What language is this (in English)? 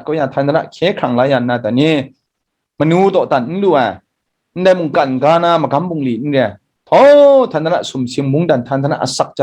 Kachin